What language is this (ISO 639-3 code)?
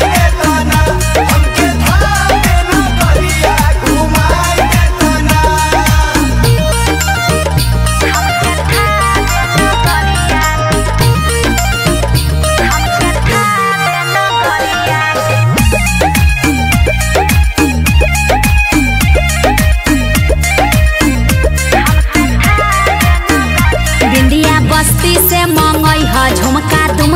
bho